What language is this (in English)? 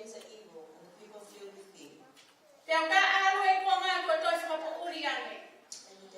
Tongan